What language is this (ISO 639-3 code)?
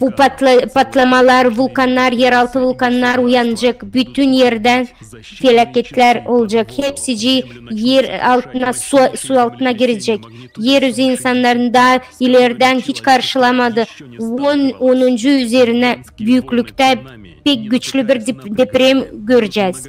gag